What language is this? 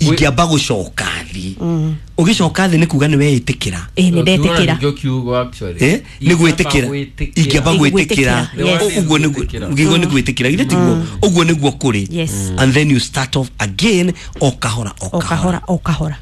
Kikuyu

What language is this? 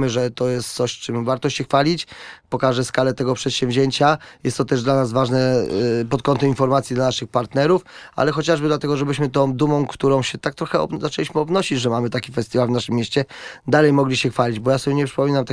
Polish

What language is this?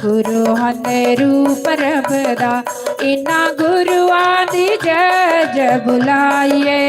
Dogri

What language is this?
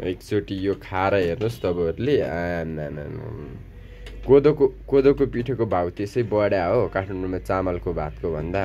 Nepali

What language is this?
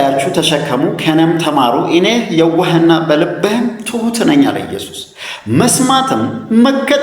Amharic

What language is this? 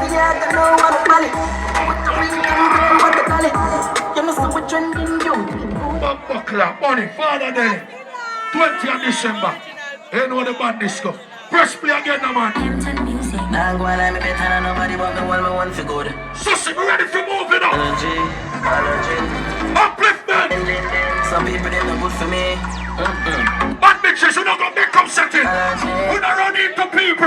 Jamaican Creole English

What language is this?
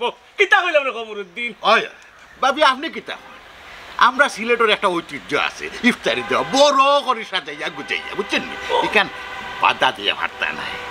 Sylheti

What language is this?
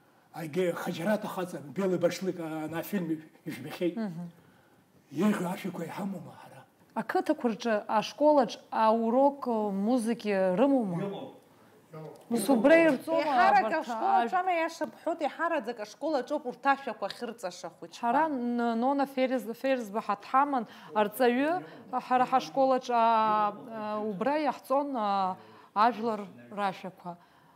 Abkhazian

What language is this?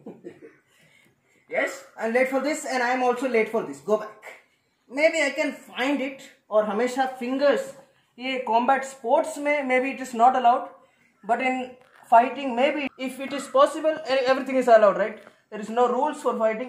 Hindi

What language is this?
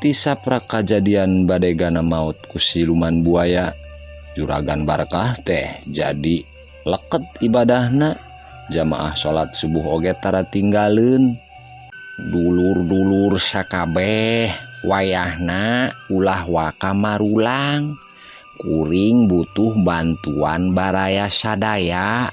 Sundanese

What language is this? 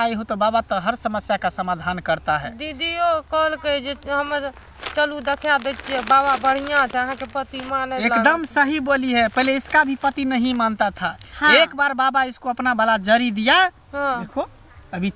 Maithili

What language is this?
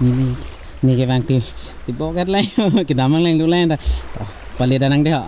Karbi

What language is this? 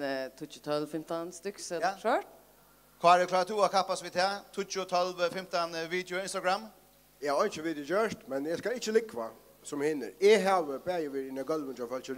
Faroese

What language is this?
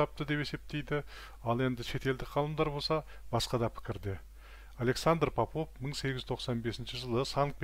Kazakh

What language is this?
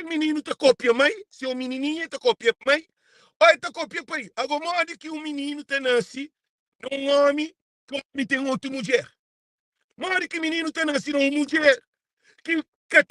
Kabuverdianu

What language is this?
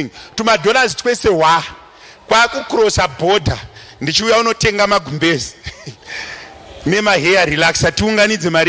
Shona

